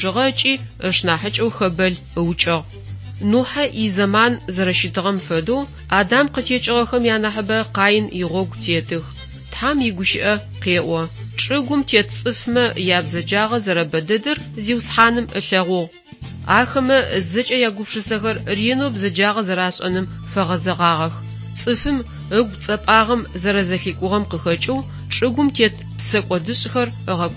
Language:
Adyghe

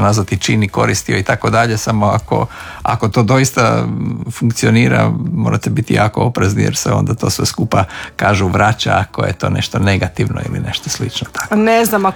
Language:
Croatian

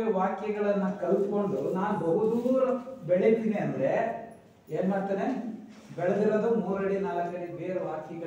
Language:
Kannada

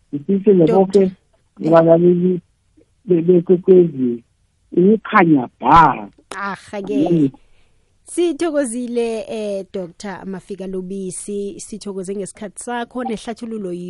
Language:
South Ndebele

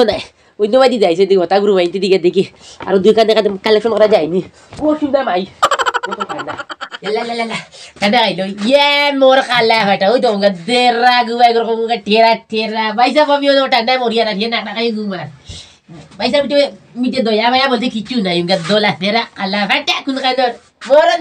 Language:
Sylheti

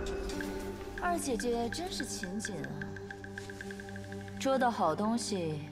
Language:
Chinese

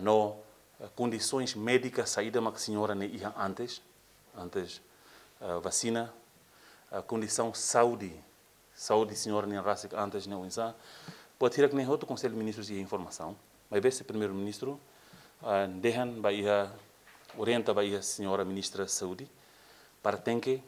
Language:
Tetum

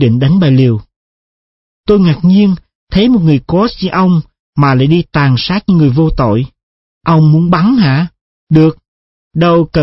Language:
Vietnamese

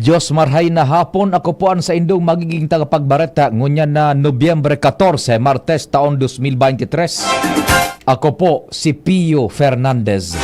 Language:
Bikol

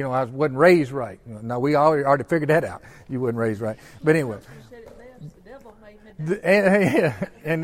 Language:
English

